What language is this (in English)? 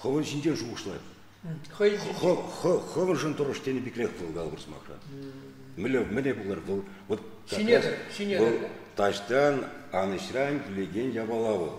Chuvash